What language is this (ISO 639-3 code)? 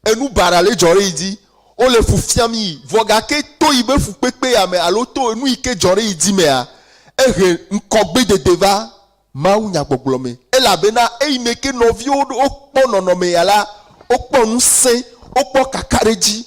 ewe